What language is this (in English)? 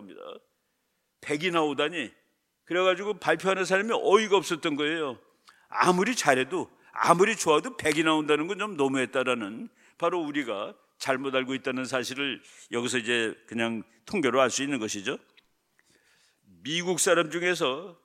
Korean